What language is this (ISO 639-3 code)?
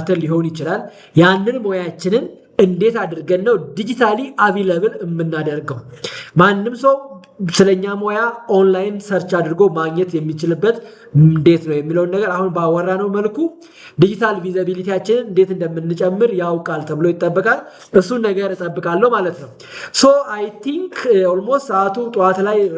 amh